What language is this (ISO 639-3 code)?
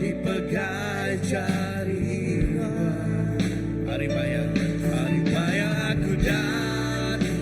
iba